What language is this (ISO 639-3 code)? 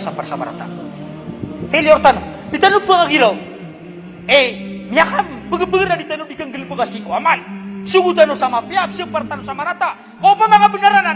mrw